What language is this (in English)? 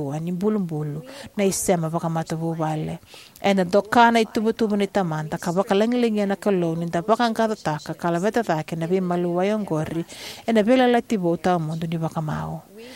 Fijian